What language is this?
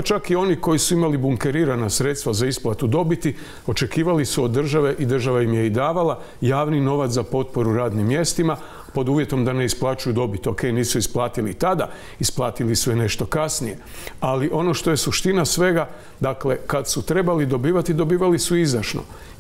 Croatian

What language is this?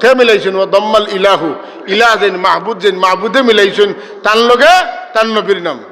Sylheti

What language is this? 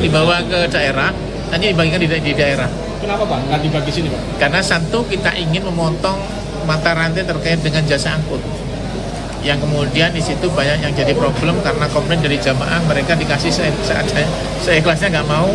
Indonesian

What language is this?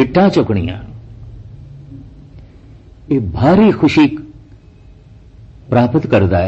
Punjabi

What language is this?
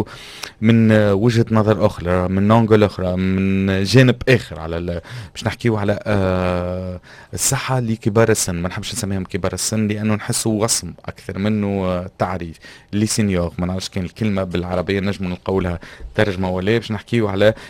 Tunisian Arabic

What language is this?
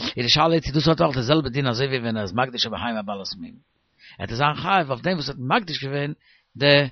Yiddish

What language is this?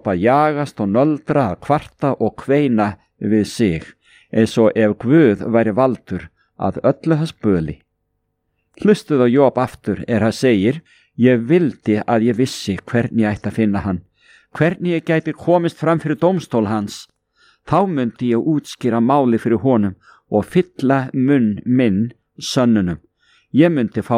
Icelandic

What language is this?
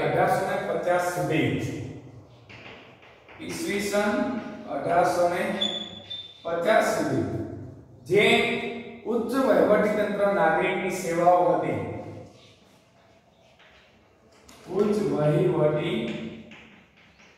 Gujarati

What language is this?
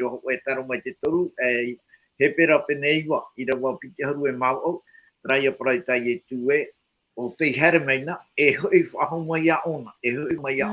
Tahitian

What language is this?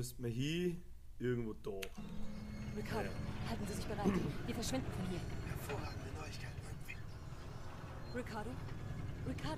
Bavarian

